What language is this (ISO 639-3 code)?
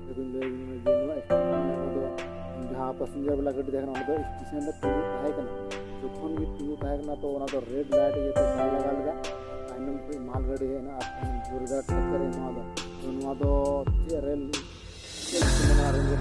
sat